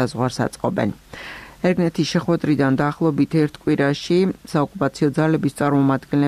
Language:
Georgian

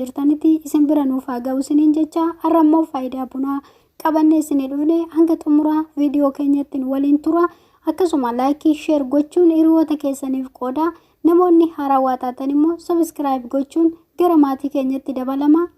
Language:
Oromo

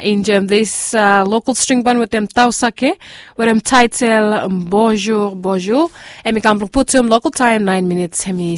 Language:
Bislama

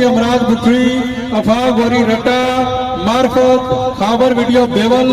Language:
Pahari-Potwari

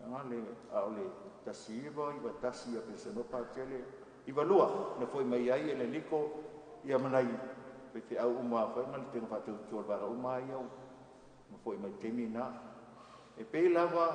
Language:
Samoan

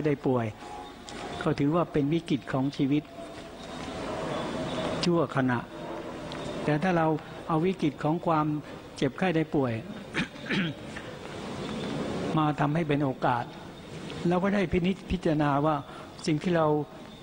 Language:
Thai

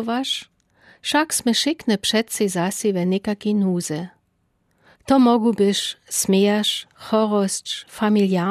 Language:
Lower Sorbian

